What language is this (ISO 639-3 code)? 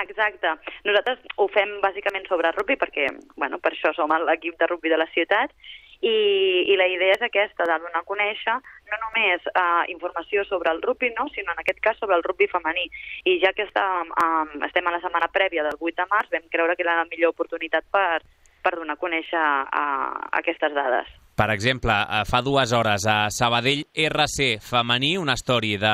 cat